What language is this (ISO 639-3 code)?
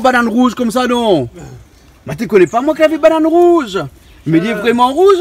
rcf